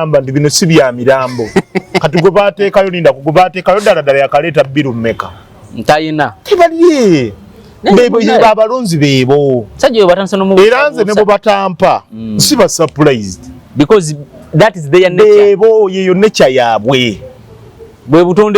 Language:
Ganda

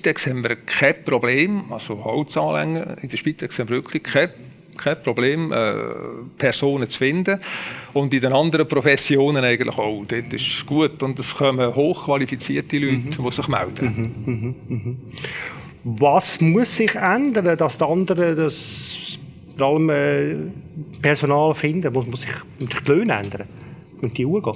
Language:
Swiss German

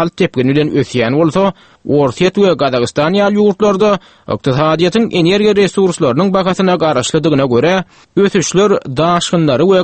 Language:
Turkmen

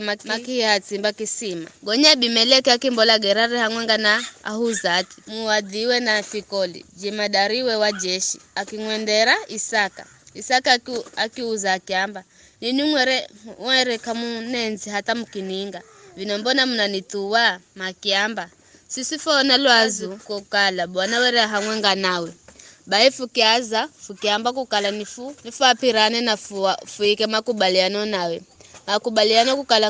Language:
Giryama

